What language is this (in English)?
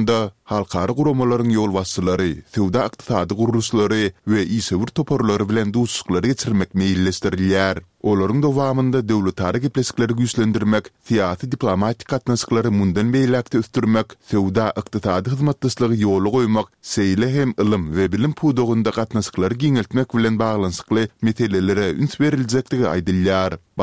Turkmen